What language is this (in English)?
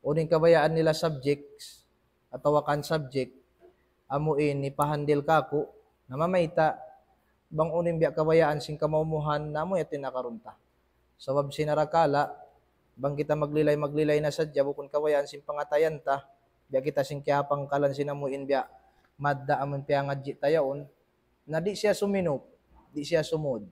Tausug